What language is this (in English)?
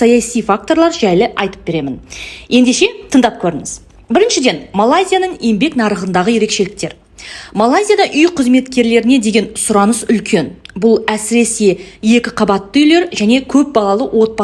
Kazakh